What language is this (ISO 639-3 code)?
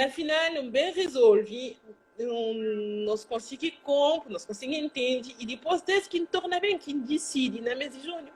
kea